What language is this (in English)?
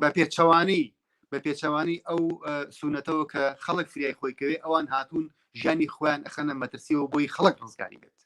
Central Kurdish